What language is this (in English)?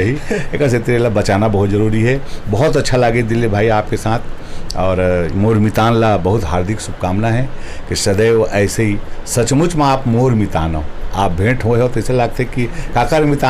Chhattisgarhi